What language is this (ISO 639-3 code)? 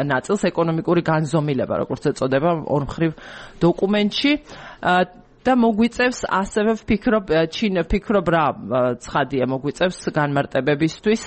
kat